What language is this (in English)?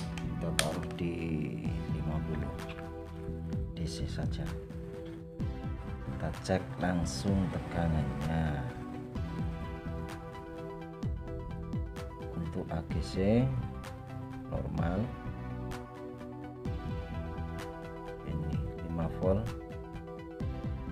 Indonesian